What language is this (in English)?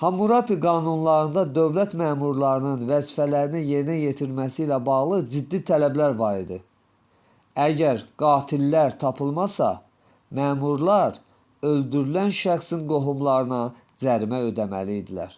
Azerbaijani